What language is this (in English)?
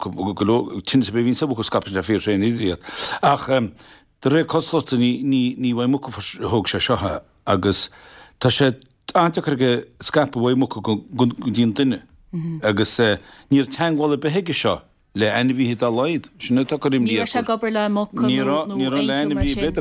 Irish